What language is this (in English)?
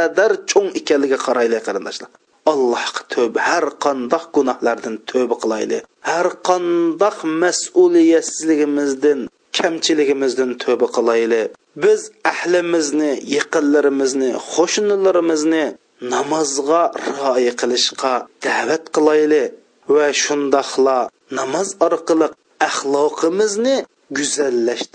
Uyghur